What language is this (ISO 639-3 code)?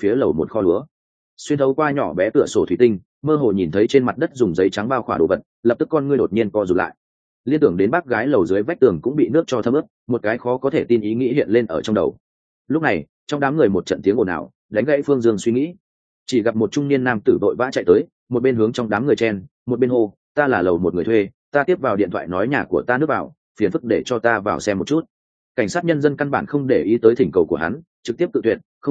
vie